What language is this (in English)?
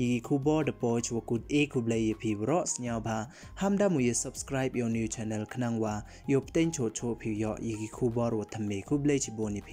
Pnar